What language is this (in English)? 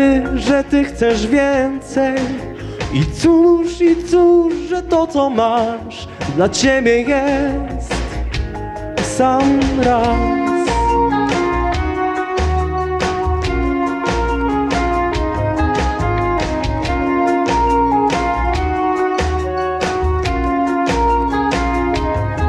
Polish